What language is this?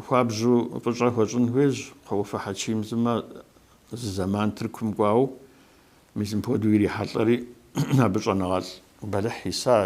Kabardian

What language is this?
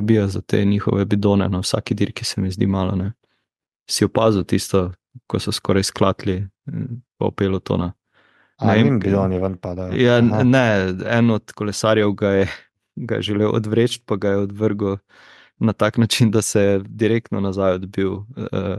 Slovenian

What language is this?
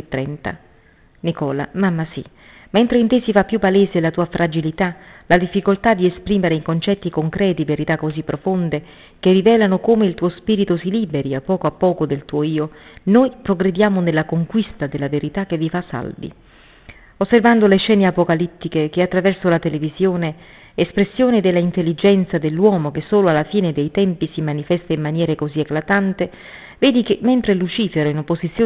Italian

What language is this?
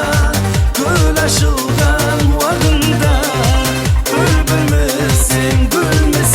Kara-Kalpak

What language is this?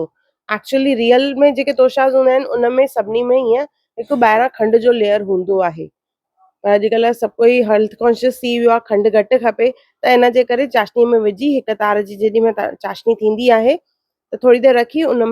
Sindhi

